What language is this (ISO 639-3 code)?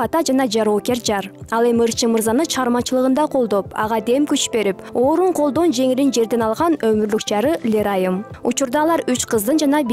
kir